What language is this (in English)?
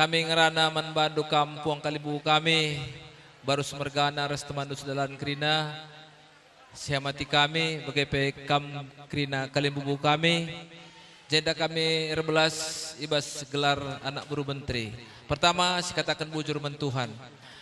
Batak Karo